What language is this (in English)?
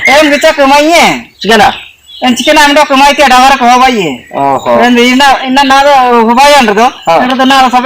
Ho